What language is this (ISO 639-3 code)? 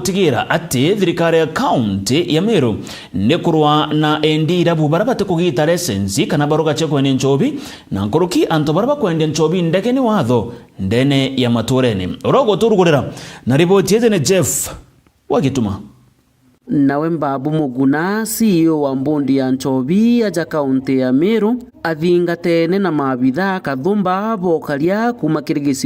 mer